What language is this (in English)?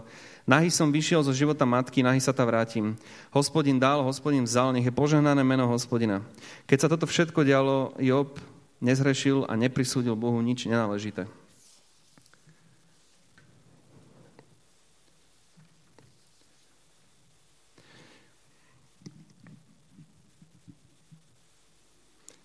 Slovak